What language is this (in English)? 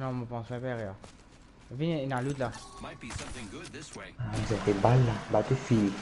Morisyen